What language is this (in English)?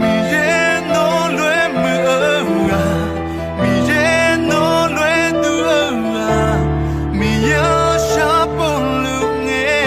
Akha